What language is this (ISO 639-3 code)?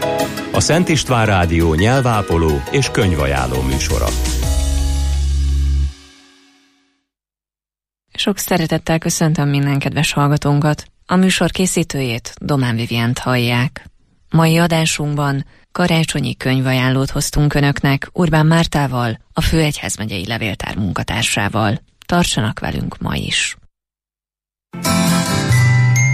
hun